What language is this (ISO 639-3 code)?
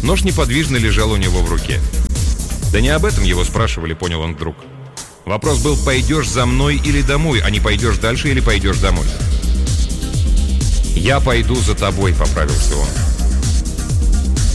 rus